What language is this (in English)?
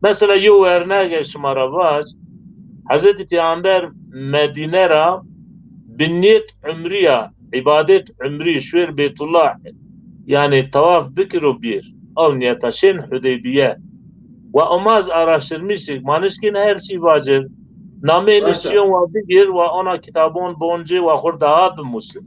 Zaza